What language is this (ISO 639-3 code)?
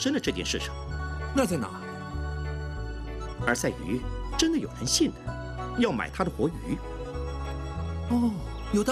zho